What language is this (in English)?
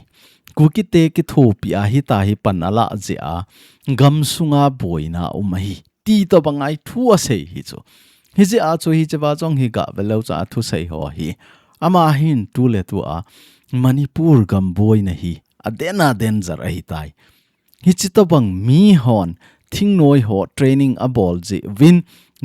Thado Chin